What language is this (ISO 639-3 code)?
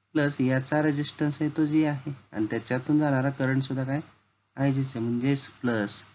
mar